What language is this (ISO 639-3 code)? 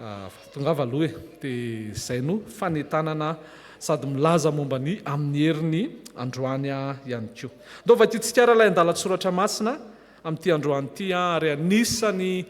mlg